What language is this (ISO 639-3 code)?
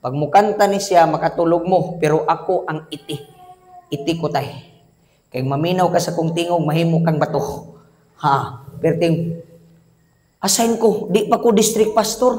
ceb